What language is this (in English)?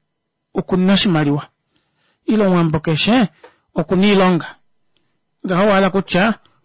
Kuanyama